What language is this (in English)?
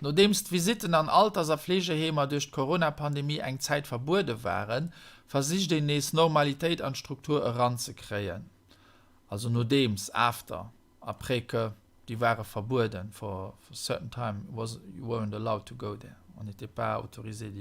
Luxembourgish